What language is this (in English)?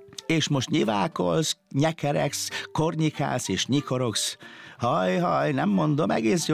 Hungarian